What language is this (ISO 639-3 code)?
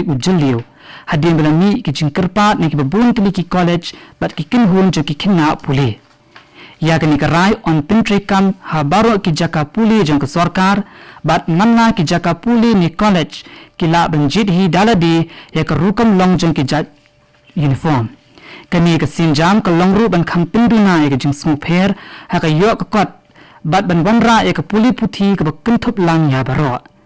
kha